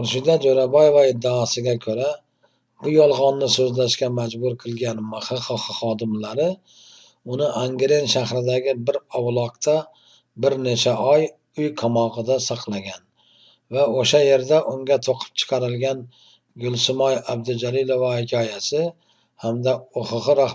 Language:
Uzbek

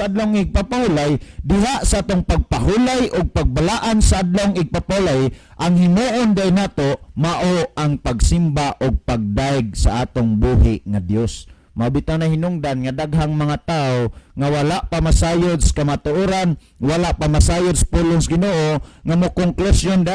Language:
Cebuano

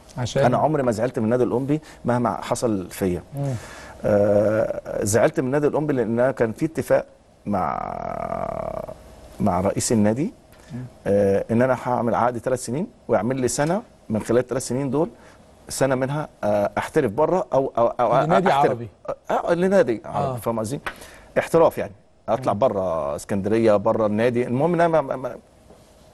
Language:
Egyptian Arabic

